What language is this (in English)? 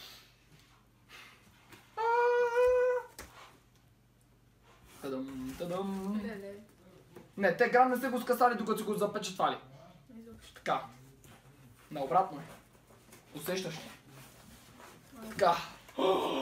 Bulgarian